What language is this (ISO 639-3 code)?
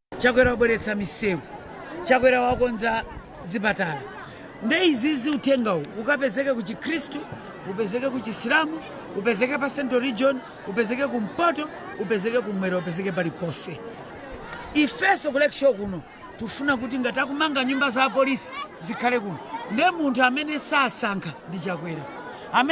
nya